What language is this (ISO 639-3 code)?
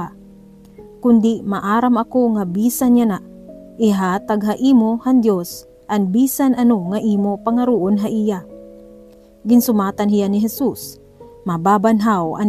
war